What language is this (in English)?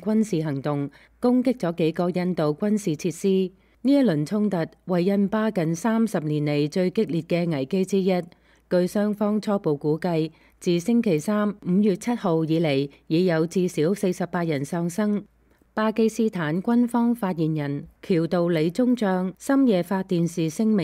Cantonese